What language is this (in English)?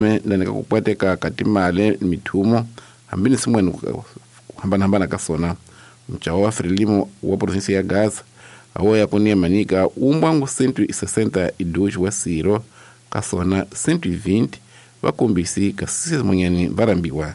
Tsonga